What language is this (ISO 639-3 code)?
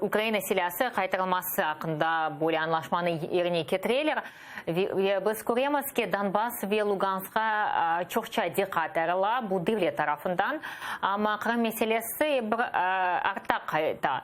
crh